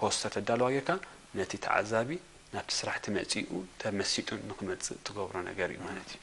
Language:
Tigrinya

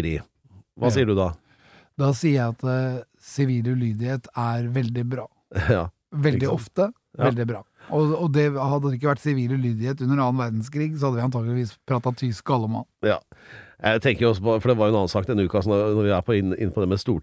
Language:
Norwegian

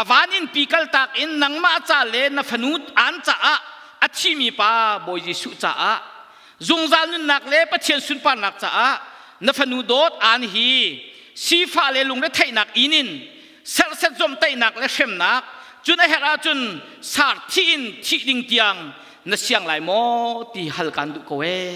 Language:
Hakha Chin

